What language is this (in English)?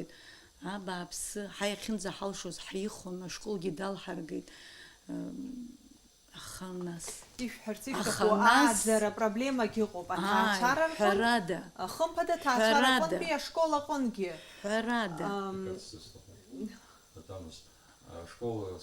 Abkhazian